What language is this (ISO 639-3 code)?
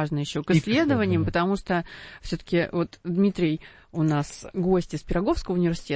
rus